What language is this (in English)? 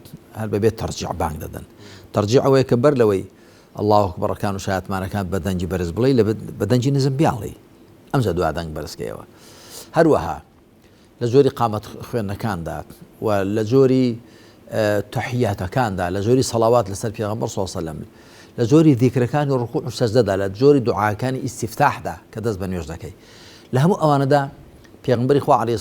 Central Kurdish